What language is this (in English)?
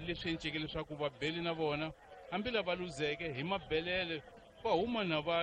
Tsonga